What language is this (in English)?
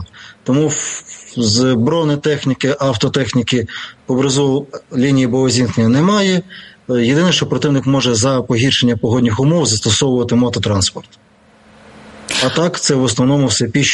Ukrainian